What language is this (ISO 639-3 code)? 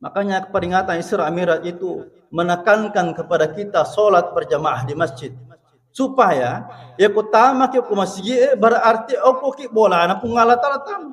bug